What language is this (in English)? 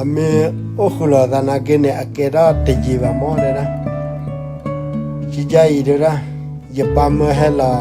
S'gaw Karen